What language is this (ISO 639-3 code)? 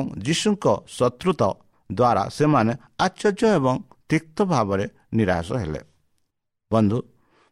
ori